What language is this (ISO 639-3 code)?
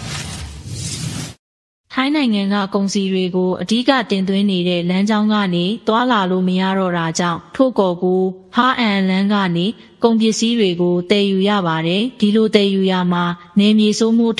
mya